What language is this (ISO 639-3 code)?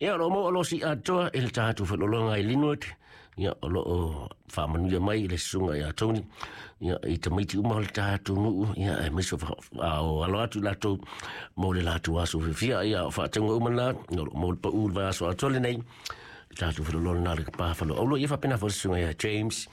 smo